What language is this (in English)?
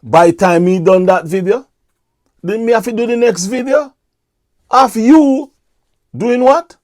Jamaican Creole English